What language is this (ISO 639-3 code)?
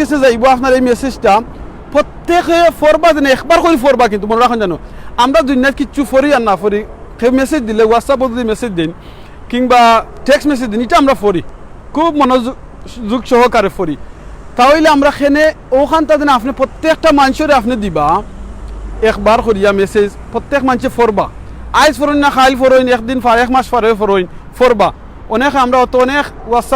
syl